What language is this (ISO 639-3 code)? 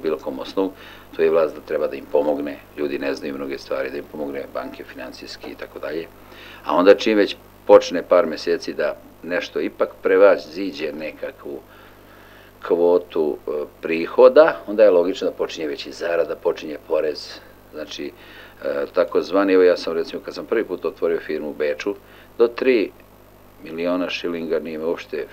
srp